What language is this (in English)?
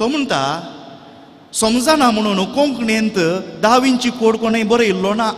Konkani